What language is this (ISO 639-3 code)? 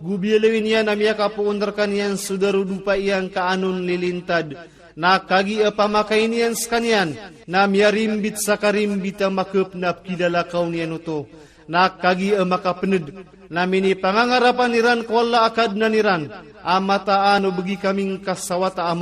mrw